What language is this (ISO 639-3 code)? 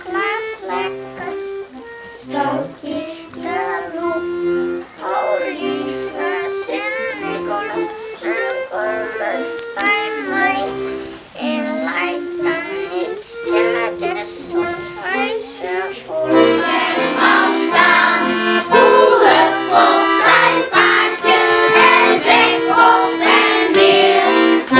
fry